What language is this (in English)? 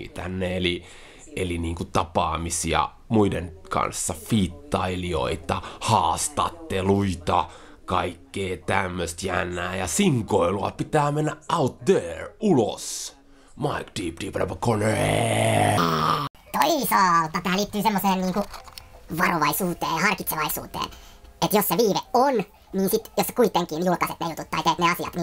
Finnish